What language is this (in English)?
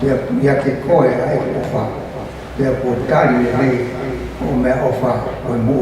Tongan